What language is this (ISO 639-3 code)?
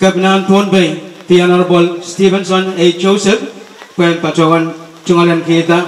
pon